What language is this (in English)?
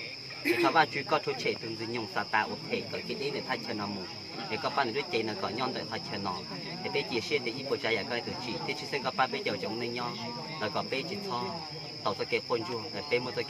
Hmong